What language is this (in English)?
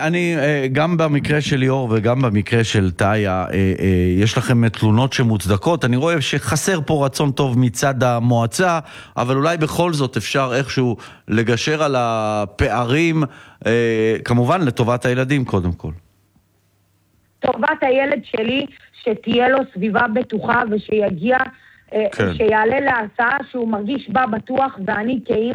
Hebrew